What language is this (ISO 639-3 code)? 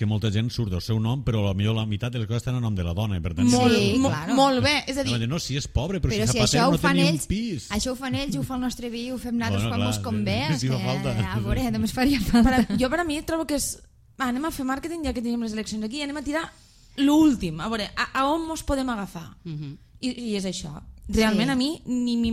cat